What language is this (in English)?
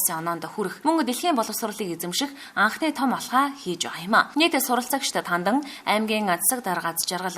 Mongolian